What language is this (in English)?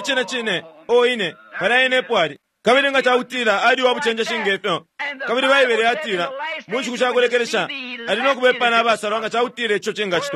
Bemba